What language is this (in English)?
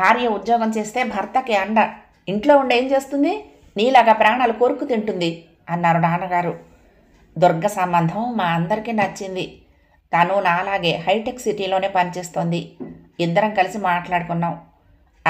Telugu